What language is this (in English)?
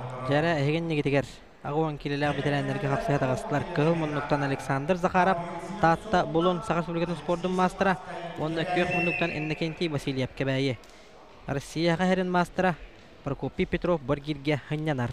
Yakut